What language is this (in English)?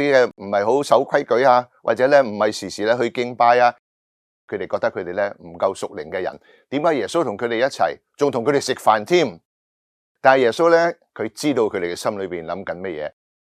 Cantonese